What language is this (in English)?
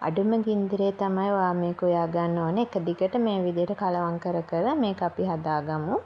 Sinhala